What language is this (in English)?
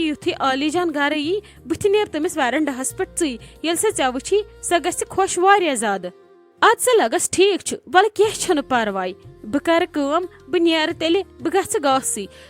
Kashmiri